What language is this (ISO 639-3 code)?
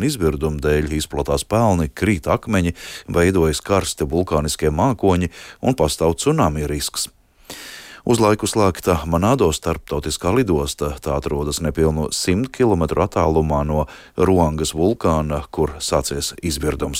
lav